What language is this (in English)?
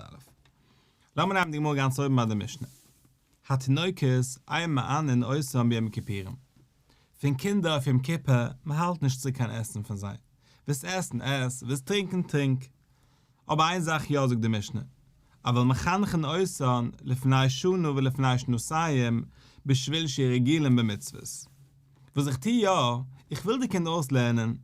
Yiddish